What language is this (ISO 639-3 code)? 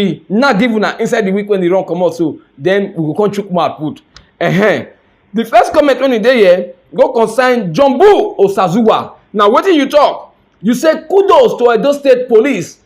pcm